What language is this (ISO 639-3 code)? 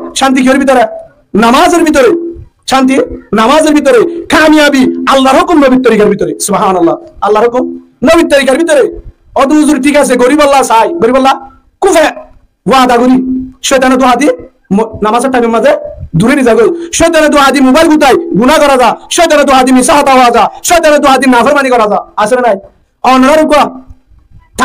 rhg